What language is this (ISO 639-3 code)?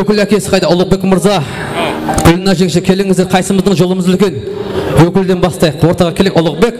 kaa